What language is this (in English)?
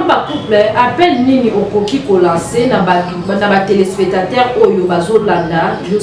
Lingala